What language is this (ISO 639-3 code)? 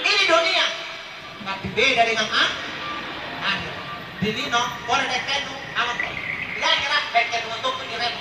mak